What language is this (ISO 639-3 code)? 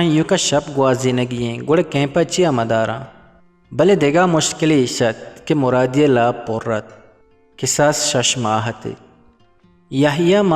bgp